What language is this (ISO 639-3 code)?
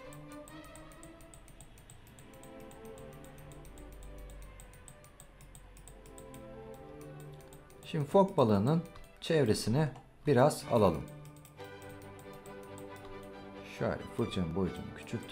tur